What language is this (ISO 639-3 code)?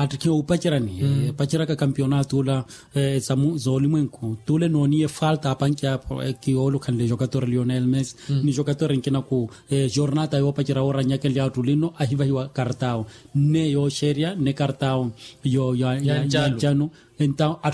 vmw